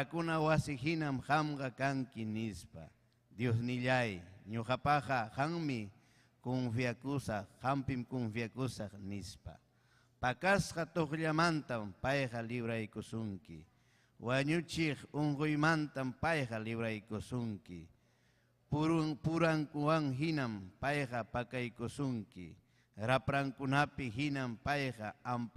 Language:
Ayacucho Quechua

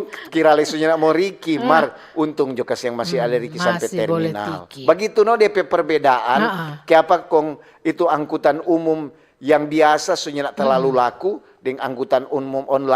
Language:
Manado Malay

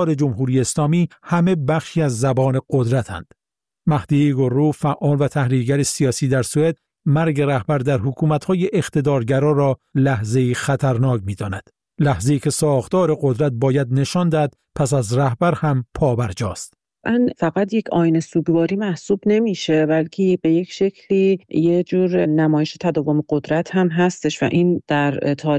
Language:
Persian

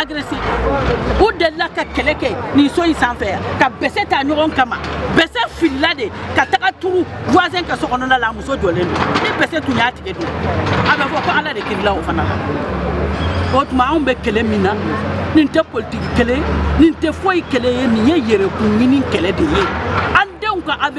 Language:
Bambara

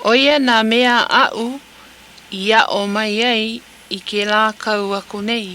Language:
Hawaiian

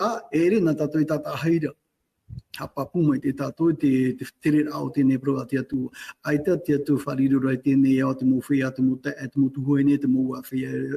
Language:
Tahitian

